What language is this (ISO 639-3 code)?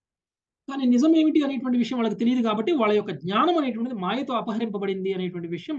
tel